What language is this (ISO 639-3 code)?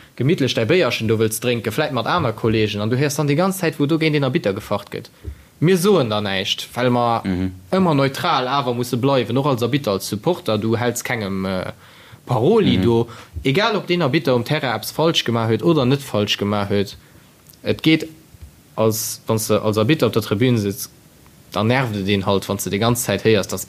ltz